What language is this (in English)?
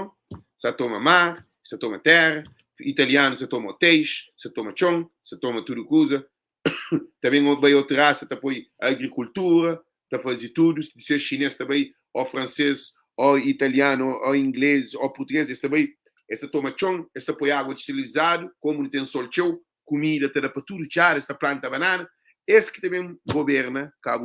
Kabuverdianu